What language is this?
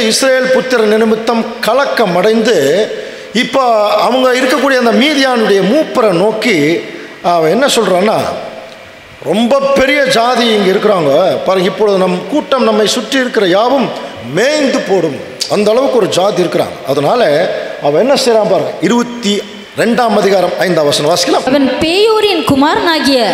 Tamil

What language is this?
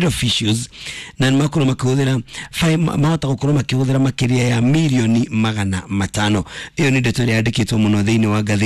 Kikuyu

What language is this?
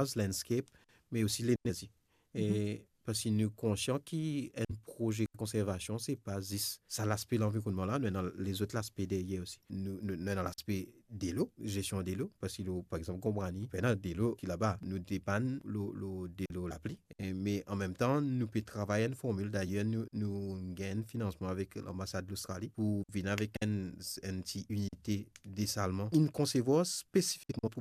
Morisyen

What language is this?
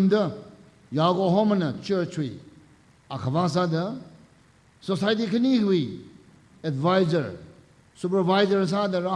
Tangkhul Naga (India)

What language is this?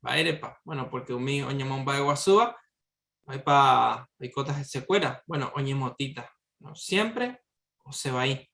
Guarani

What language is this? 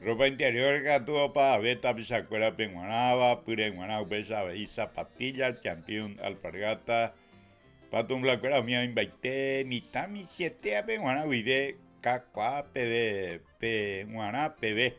Guarani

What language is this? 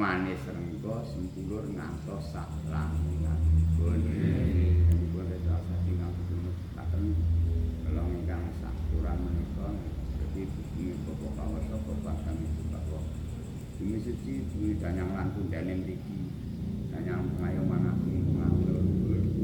Javanese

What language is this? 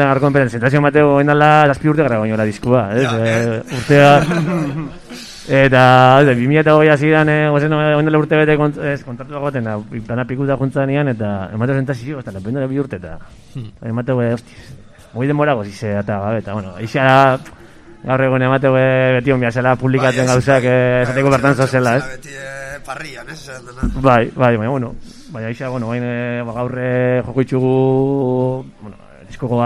Basque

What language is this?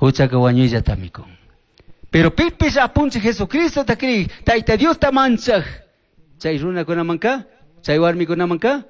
Chimborazo Highland Quichua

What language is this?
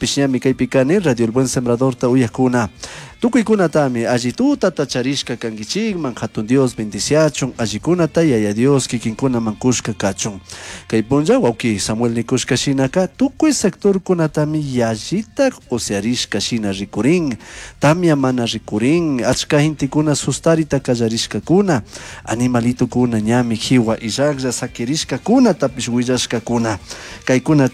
Chimborazo Highland Quichua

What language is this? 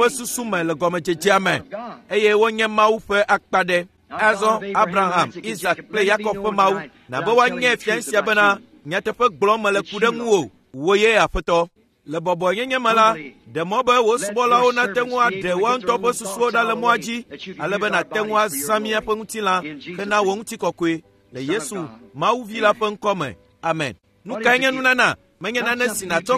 Ewe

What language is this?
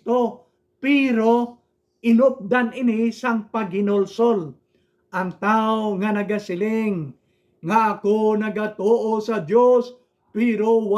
Hiligaynon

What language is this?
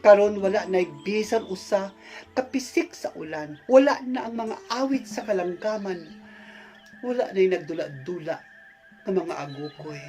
Cebuano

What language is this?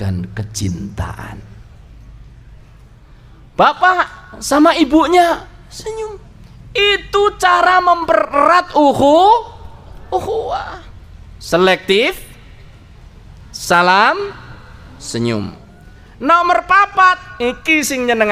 Indonesian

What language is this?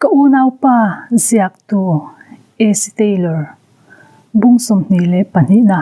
Mizo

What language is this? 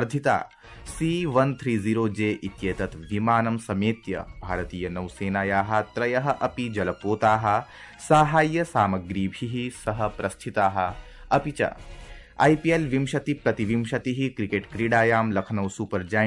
Sanskrit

